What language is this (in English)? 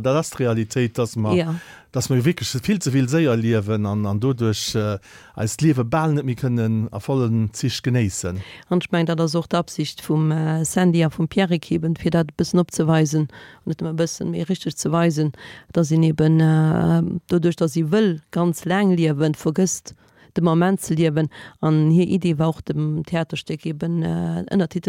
Luxembourgish